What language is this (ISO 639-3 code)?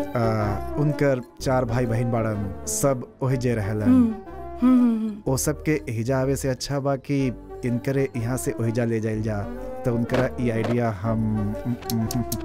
bho